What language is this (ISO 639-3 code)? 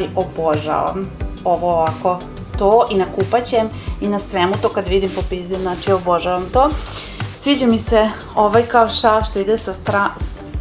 hrv